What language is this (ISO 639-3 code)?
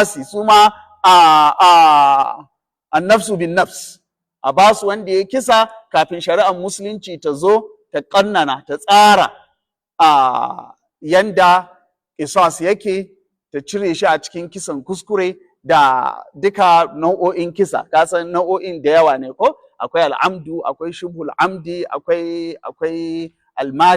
hau